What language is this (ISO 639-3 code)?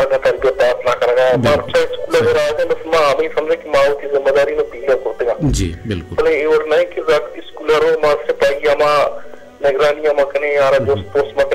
bal